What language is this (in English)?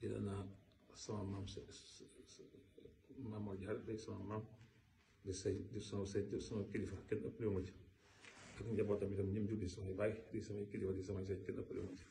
Wolof